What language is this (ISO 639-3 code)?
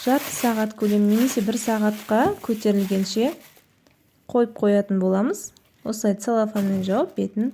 kaz